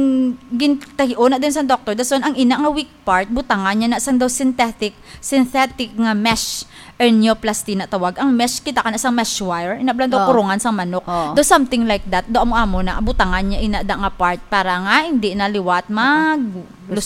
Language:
Hiligaynon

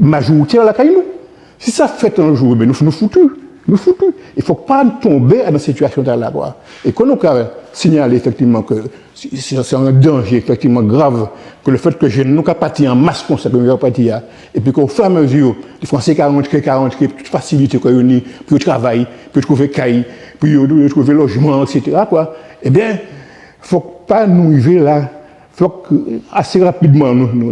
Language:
Guadeloupean Creole French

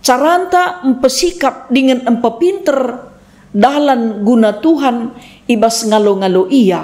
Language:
Batak Karo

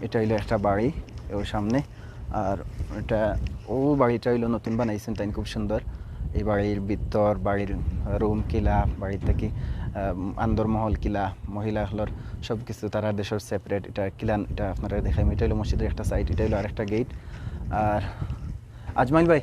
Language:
Sylheti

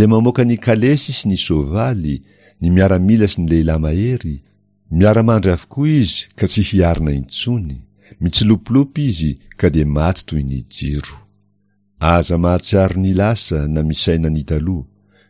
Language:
Malagasy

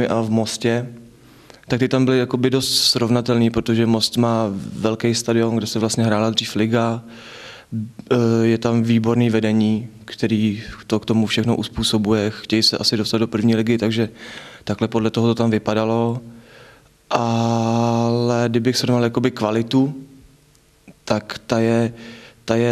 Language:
Czech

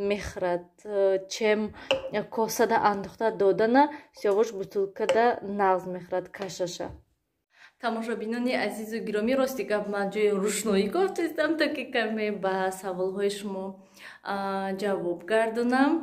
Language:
Tajik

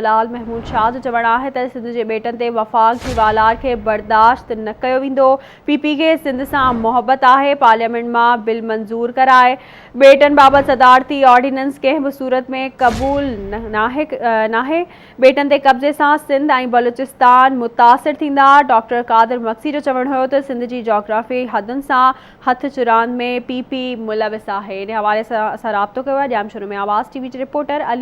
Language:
Sindhi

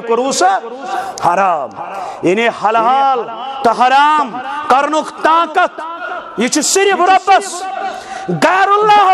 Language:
Kashmiri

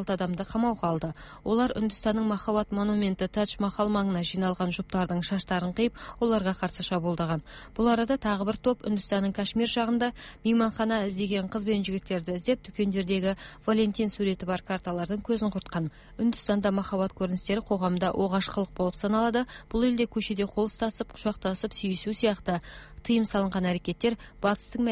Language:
Kyrgyz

